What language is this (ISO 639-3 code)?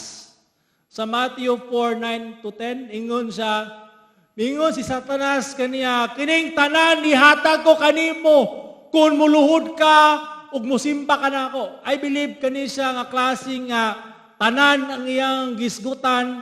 ceb